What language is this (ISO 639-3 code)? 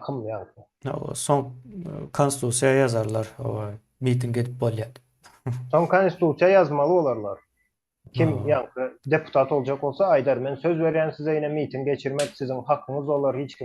tuk